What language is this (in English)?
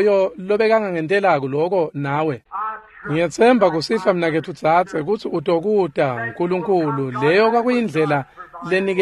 Swati